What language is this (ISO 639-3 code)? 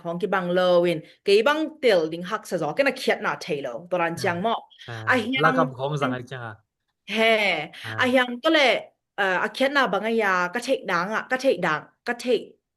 ctd